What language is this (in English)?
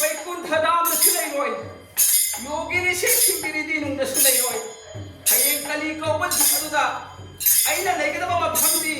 Manipuri